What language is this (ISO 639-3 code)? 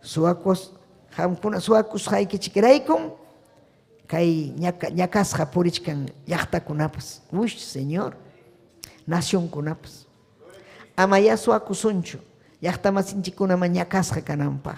quy